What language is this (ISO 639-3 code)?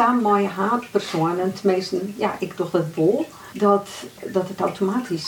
fry